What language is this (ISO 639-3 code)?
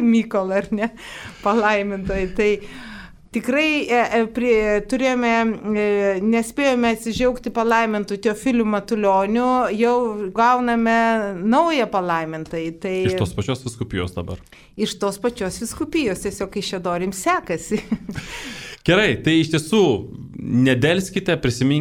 lit